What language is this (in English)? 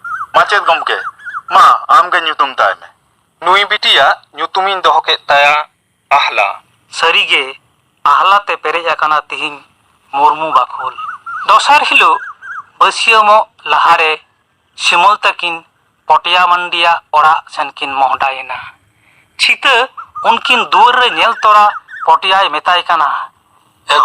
Santali